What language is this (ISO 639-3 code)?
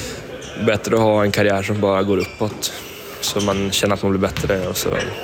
swe